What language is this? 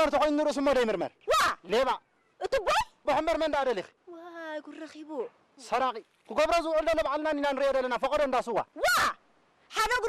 Tigrinya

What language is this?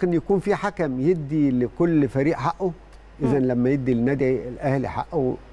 Egyptian Arabic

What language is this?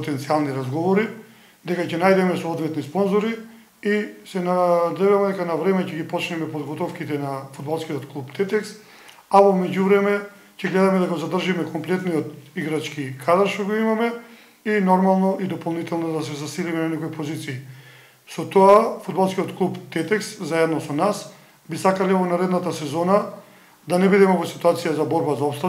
Macedonian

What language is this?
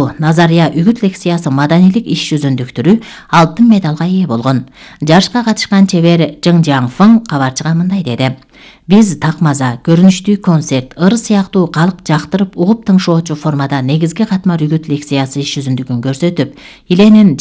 Kyrgyz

